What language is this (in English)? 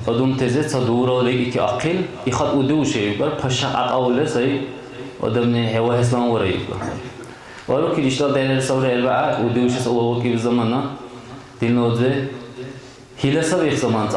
Dargwa